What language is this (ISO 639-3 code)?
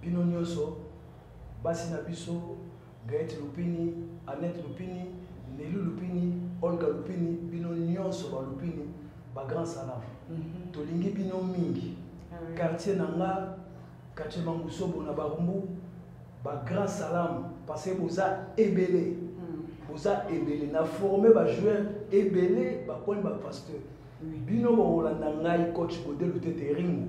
lin